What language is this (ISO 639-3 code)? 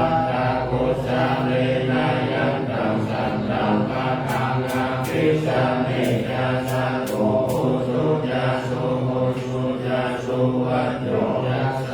pli